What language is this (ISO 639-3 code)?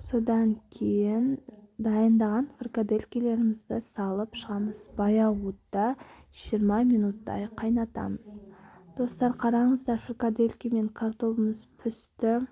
kaz